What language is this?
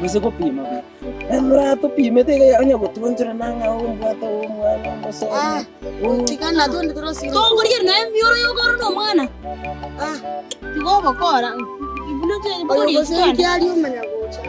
Gusii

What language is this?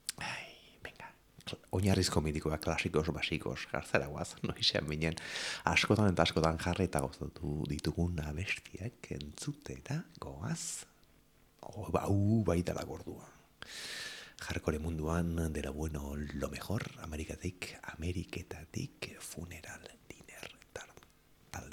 Basque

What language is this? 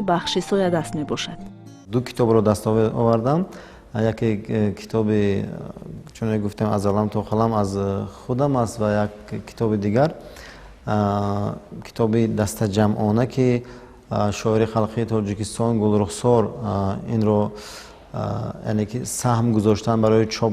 Tajik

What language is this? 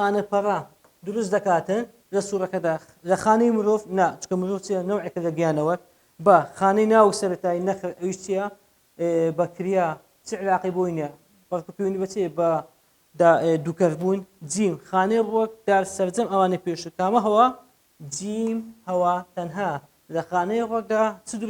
Central Kurdish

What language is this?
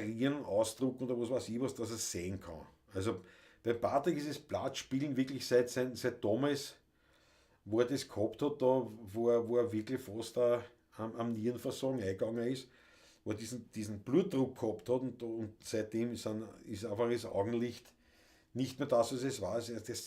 Bavarian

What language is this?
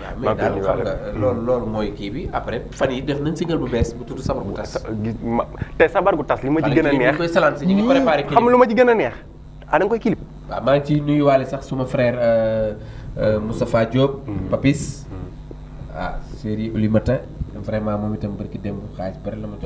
Wolof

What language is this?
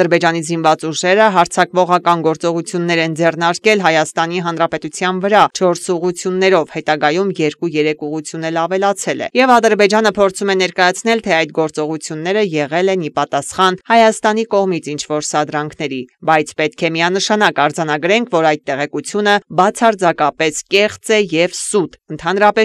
Armenian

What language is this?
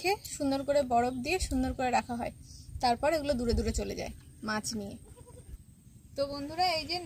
Bangla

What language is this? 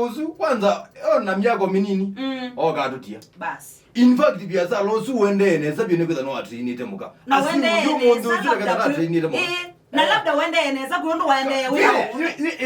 Kamba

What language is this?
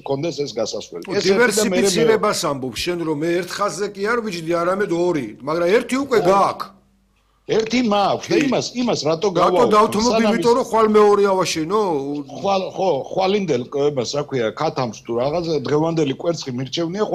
Georgian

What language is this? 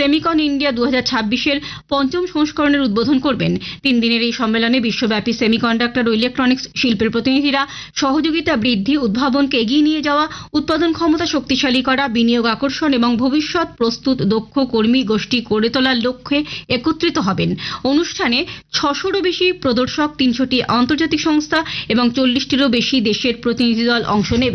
Bangla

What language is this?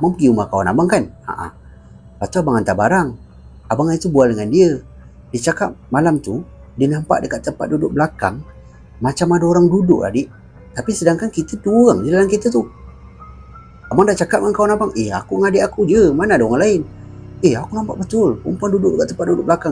Malay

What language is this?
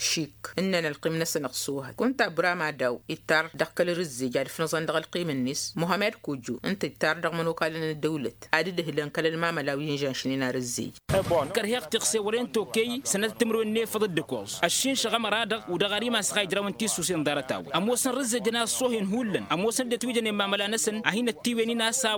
Tamasheq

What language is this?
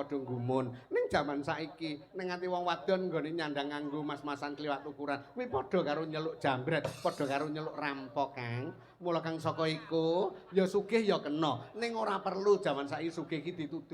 Javanese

